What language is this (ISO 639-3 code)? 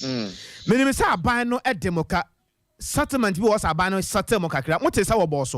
aka